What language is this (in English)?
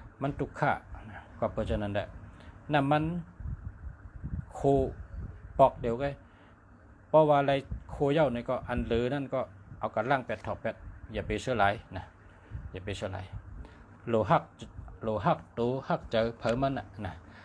Shan